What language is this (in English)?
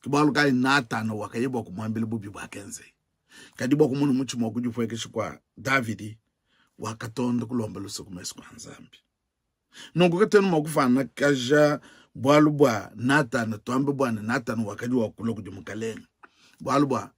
Luba-Lulua